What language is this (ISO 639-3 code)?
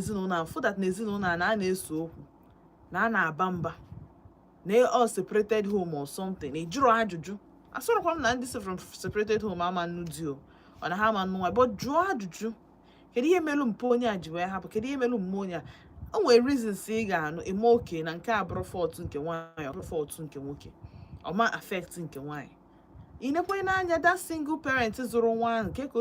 ibo